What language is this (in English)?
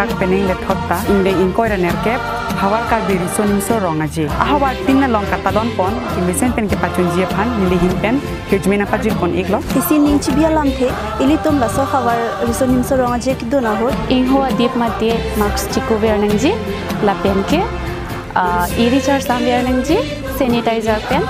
Karbi